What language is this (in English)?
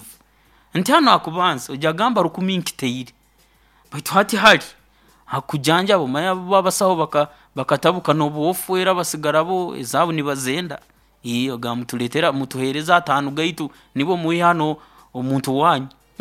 Nyoro